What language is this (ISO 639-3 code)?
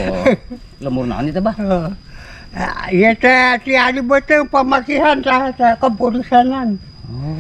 sun